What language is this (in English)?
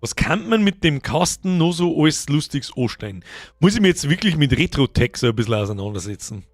Bavarian